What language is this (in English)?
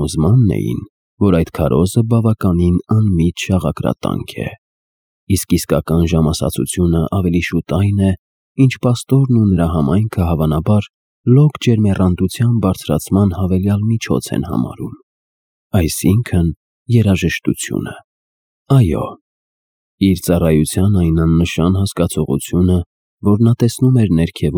Armenian